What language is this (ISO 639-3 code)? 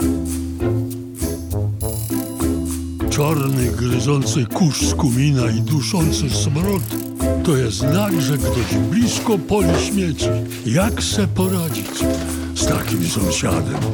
pol